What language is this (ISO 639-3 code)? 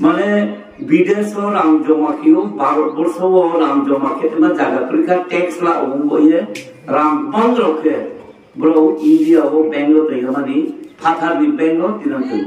ria